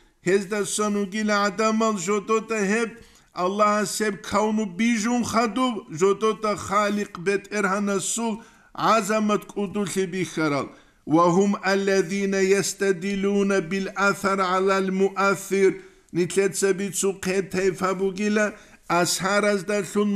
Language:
Avaric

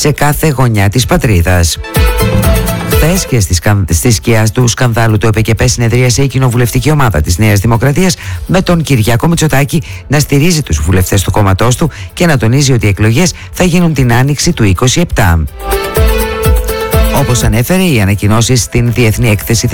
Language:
Greek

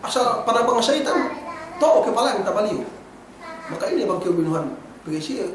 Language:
Yakan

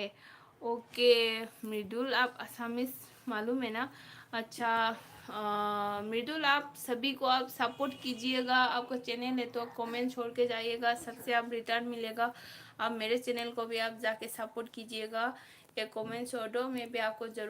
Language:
Manipuri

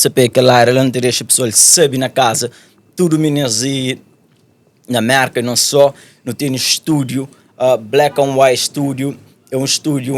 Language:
Kabuverdianu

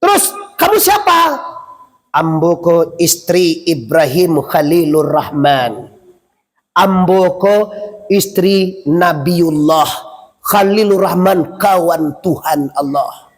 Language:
Minangkabau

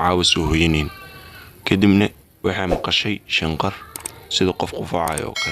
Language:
Somali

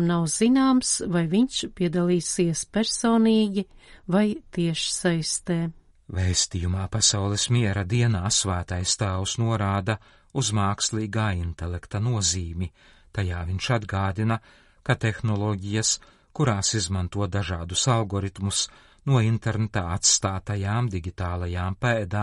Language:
Latvian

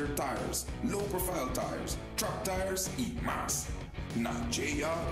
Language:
Papiamento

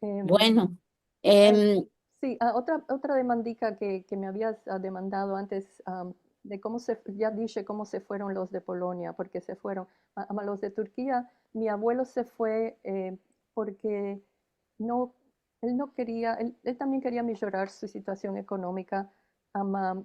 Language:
Ladino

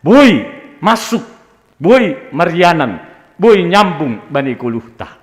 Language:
Batak Simalungun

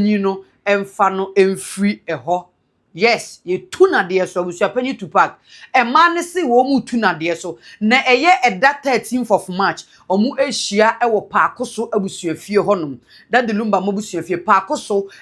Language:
Akan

